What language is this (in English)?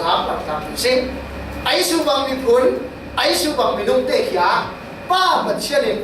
Falam Chin